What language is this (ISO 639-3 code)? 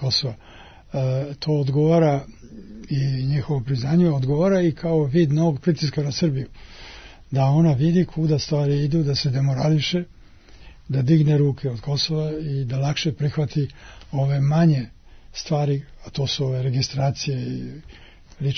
srp